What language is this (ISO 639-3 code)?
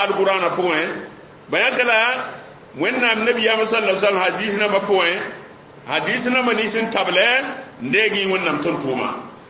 mos